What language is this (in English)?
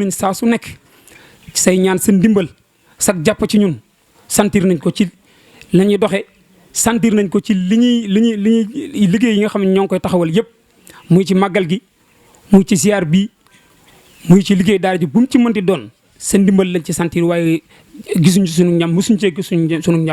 Wolof